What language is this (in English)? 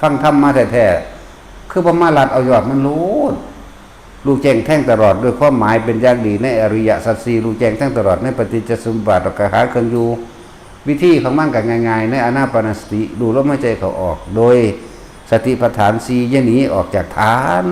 Northeastern Thai